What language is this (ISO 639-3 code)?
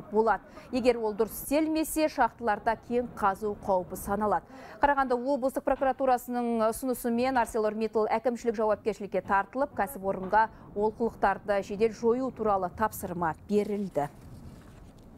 kaz